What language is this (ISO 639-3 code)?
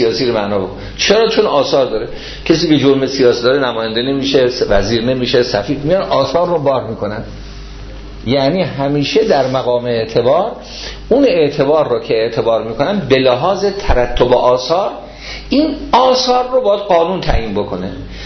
fas